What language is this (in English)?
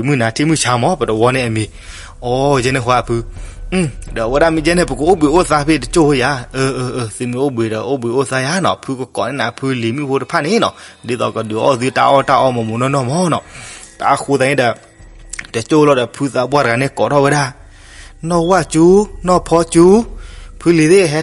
S'gaw Karen